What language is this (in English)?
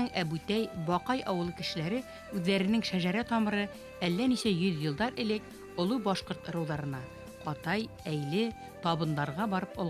Bashkir